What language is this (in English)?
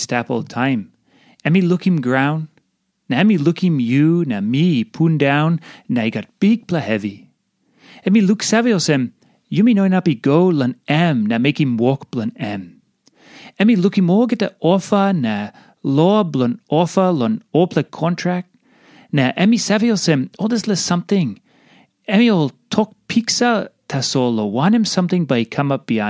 Tok Pisin